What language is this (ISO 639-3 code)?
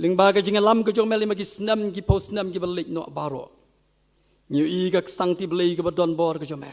kha